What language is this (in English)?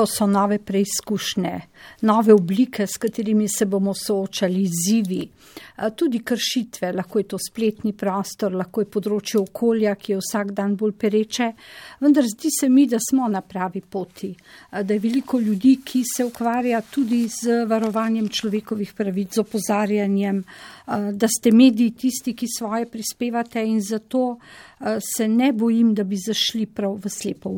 Slovenian